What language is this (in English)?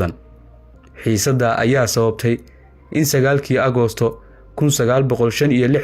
Somali